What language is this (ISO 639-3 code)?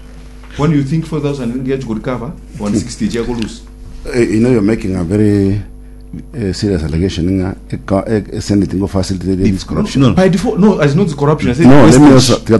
guz